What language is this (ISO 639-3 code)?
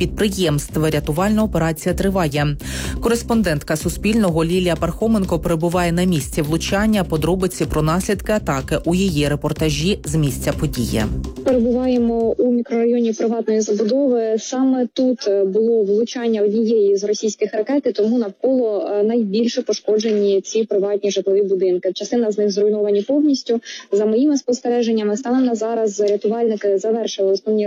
ukr